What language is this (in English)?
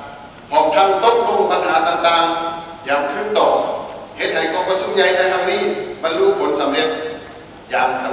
Lao